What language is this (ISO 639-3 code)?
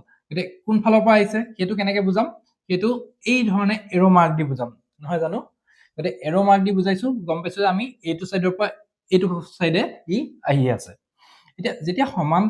asm